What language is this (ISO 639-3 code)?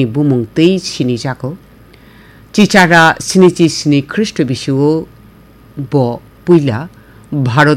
trp